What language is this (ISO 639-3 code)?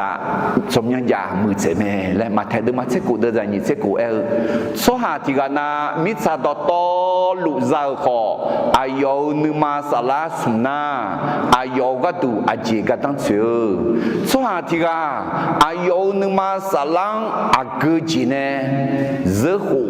ahk